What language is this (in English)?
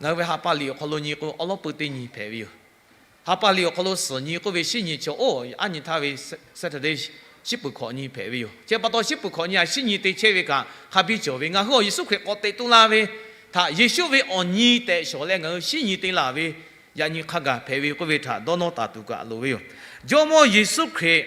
Lahu